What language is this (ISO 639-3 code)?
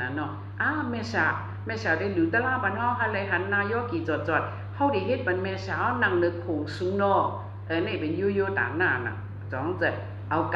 shn